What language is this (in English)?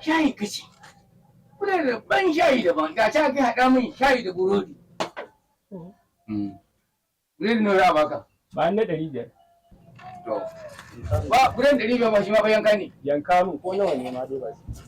Hausa